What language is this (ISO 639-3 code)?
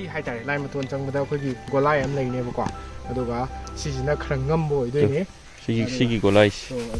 mni